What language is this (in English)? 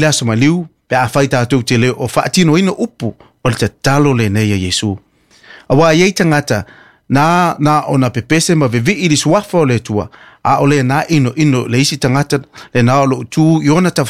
Samoan